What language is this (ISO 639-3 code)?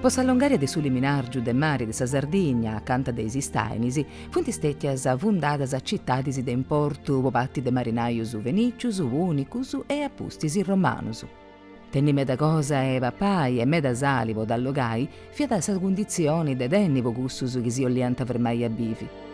srd